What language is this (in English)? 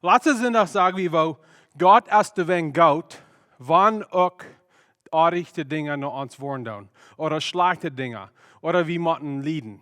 Plautdietsch